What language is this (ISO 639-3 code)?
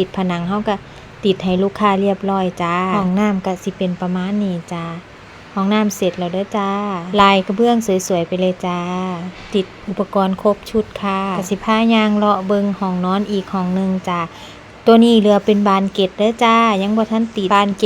tts